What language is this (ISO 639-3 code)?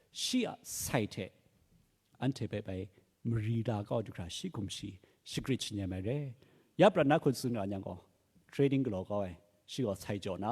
kac